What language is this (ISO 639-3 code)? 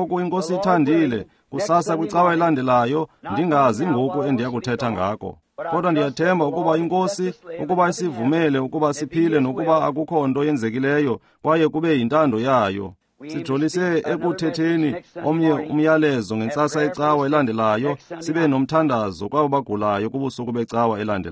xho